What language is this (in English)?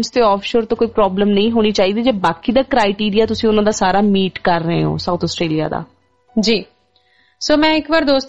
Punjabi